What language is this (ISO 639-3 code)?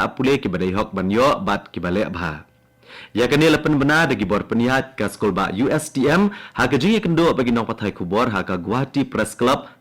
kha